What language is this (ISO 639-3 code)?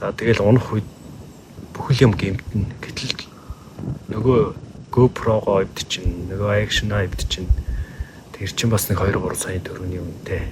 mon